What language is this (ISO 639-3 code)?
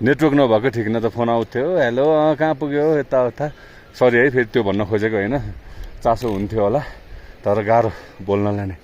nep